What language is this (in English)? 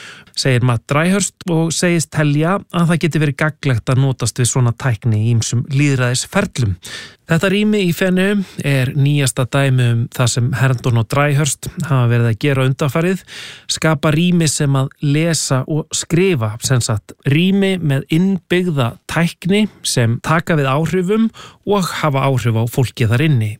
Icelandic